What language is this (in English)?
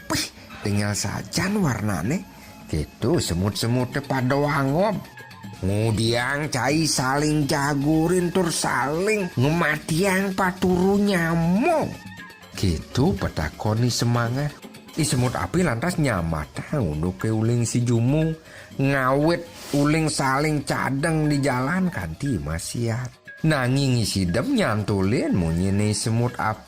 Balinese